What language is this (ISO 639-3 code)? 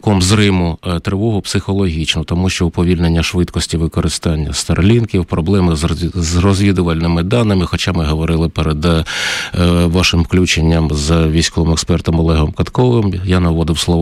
ukr